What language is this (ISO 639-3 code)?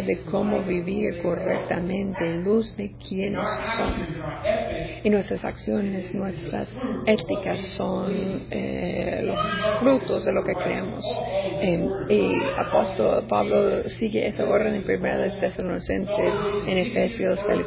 spa